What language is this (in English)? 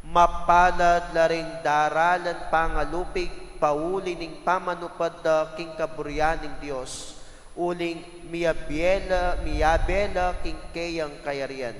Pampanga